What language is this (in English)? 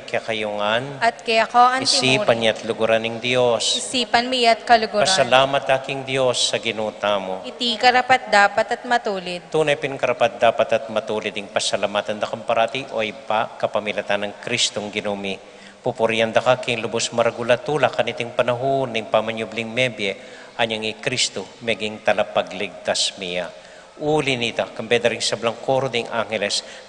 Pampanga